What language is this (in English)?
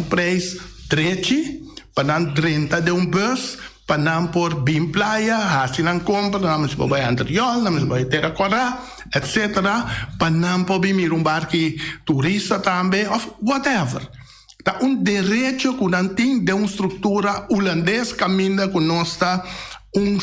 Papiamento